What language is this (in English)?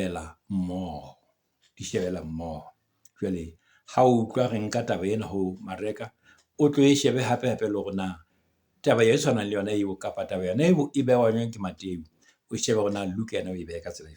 Southern Sotho